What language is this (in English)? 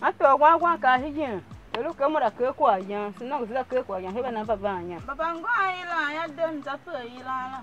Tiv